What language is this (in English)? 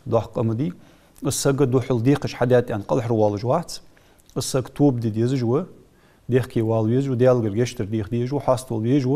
Ingush